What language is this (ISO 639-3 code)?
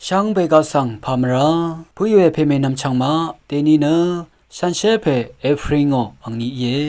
raw